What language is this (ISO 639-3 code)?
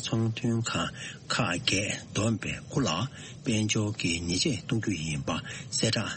bod